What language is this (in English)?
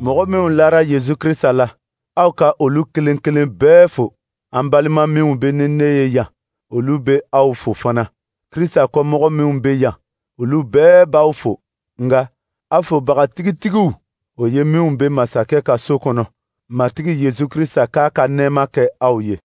Dyula